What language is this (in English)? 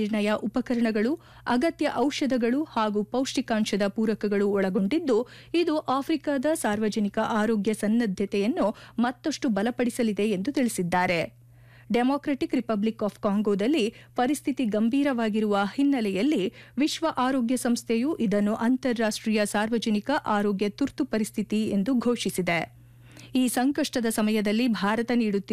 Kannada